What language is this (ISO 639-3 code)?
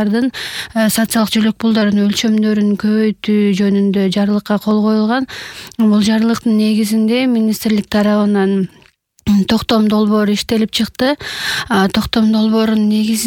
kir